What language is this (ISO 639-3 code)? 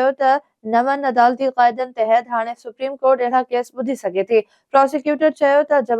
snd